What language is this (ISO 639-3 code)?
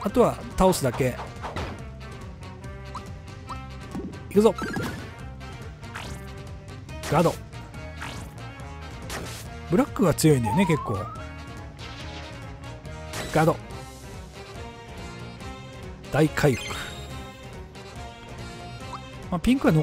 jpn